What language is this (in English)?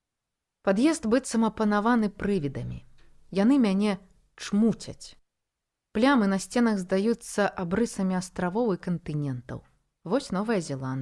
Belarusian